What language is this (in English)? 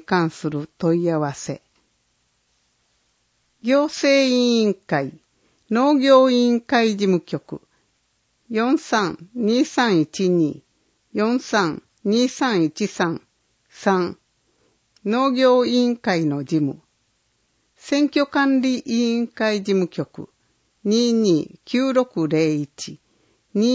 Japanese